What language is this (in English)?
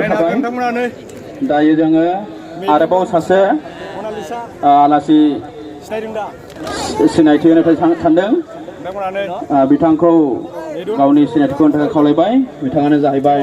Bodo